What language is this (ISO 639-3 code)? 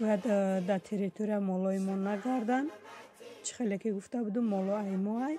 tgk